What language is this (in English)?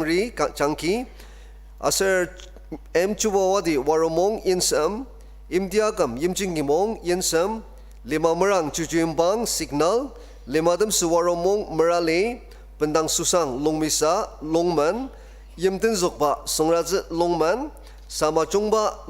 Ao Naga